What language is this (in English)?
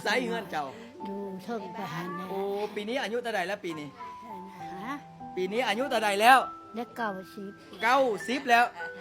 Lao